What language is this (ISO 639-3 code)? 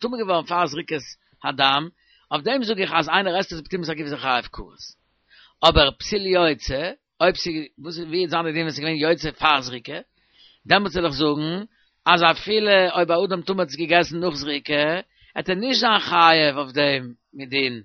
yid